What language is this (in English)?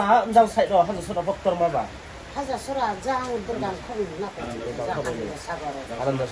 Riang (India)